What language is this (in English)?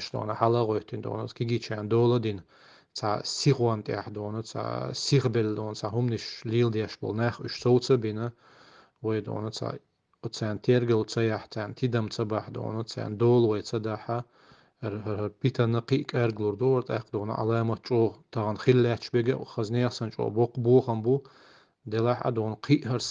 Chechen